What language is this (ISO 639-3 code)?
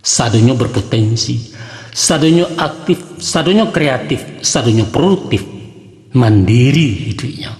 min